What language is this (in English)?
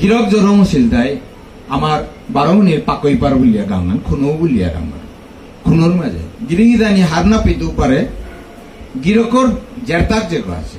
Bishnupriya